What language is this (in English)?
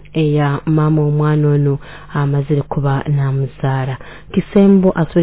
Nyoro